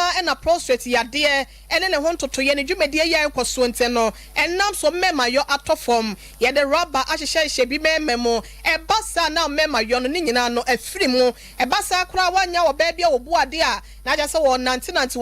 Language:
Akan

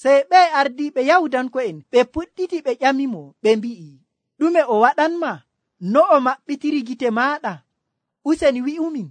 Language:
Nigerian Fulfulde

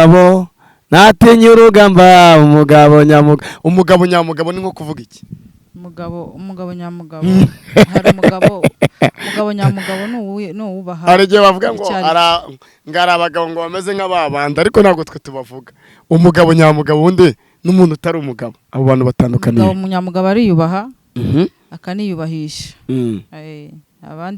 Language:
Kinyarwanda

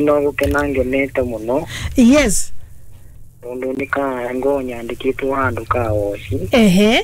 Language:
Kikuyu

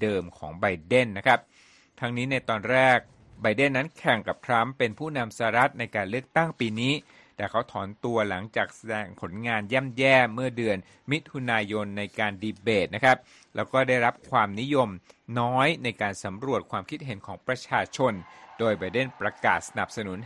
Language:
Thai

